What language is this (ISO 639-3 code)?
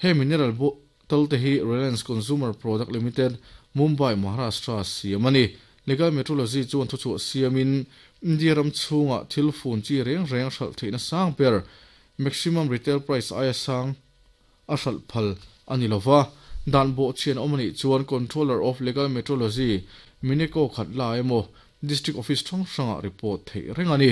lus